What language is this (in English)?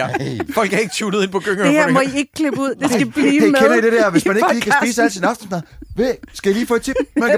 Danish